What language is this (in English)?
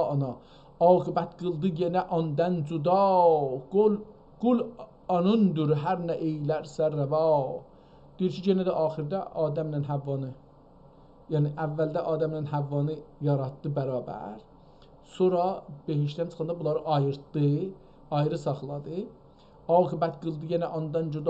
South Azerbaijani